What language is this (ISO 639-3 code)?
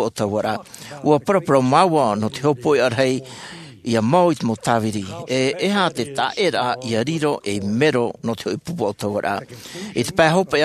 tah